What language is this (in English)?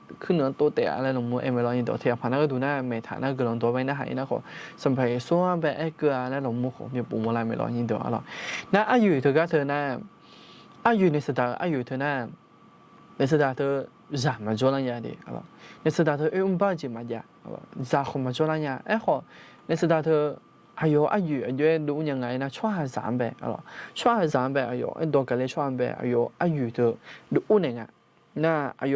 Akha